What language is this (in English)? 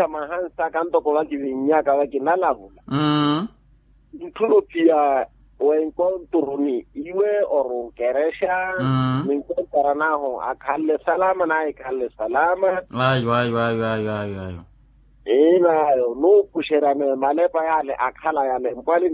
Makhuwa